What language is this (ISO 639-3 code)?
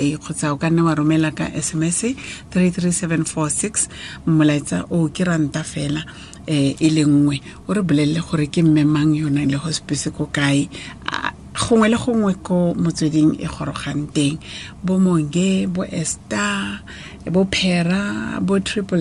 tsn